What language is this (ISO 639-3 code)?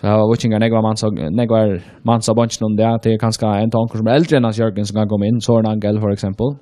fao